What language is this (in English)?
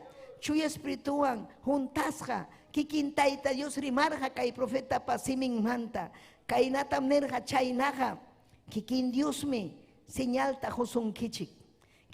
Ayacucho Quechua